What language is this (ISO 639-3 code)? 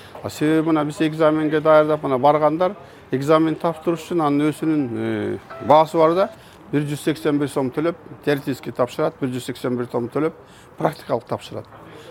kir